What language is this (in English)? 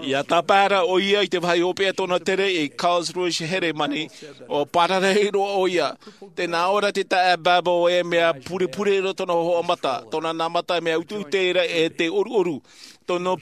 Tahitian